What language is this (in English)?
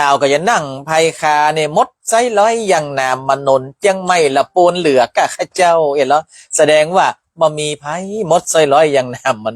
Northern Thai